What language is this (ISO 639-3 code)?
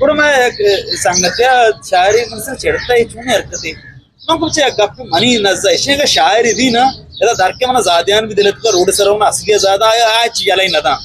bgp